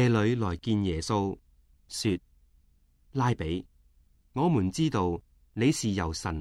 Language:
Cantonese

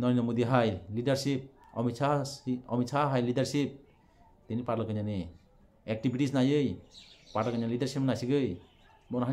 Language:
Kok Borok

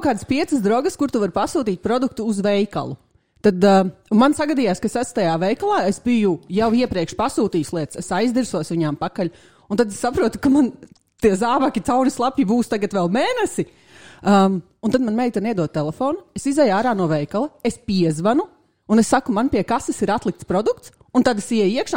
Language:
Latvian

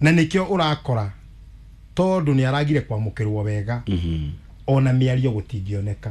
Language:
Kikuyu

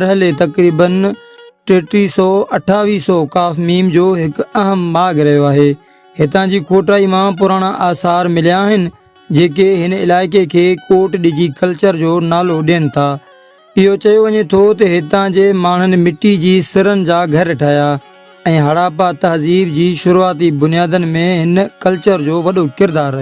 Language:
Sindhi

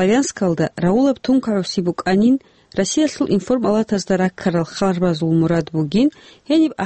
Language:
Avaric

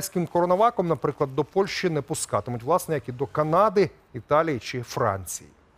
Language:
Ukrainian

